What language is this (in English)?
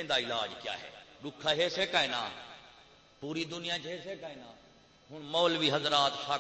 Saraiki